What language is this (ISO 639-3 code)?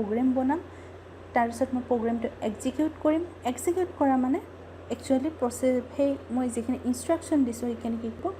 asm